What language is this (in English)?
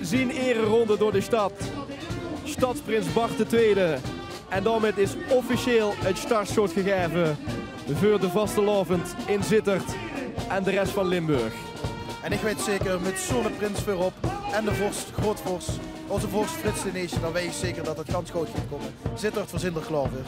Limburgish